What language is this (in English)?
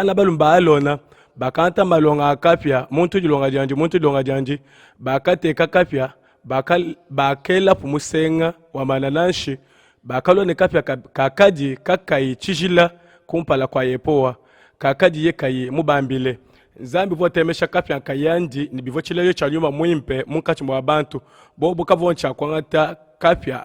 Luba-Lulua